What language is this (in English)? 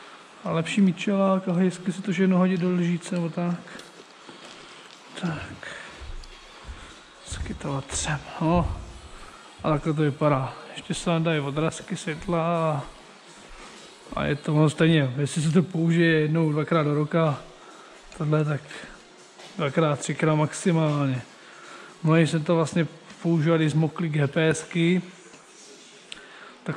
Czech